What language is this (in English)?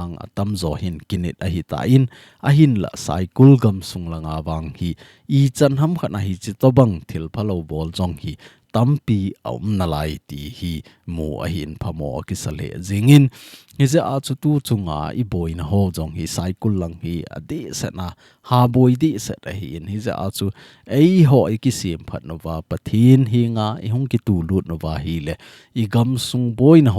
Thado Chin